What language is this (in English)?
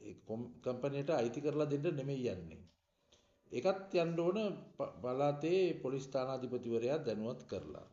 Sinhala